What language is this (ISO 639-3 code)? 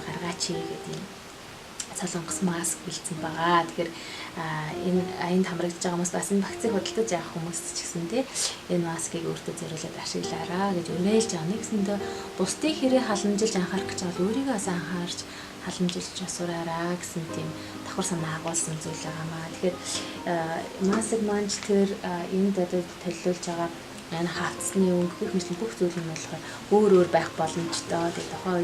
mon